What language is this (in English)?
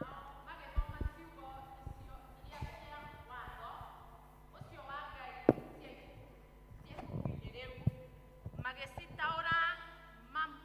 Kikuyu